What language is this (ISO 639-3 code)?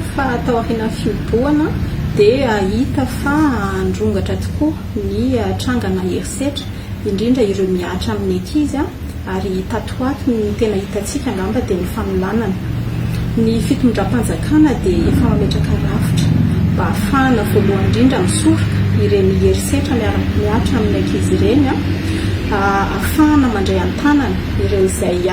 mlg